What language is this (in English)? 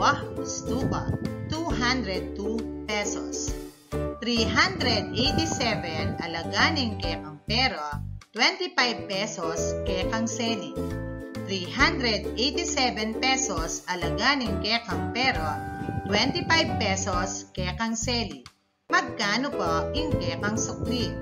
Pampanga